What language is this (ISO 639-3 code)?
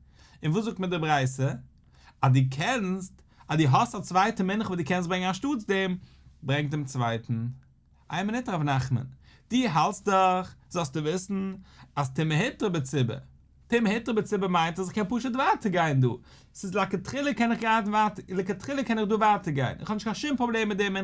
yid